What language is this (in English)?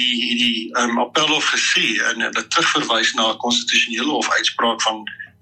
Afrikaans